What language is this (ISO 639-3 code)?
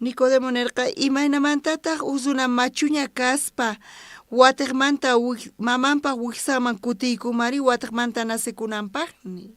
quh